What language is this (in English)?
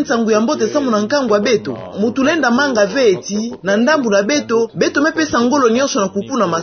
Kituba (Democratic Republic of Congo)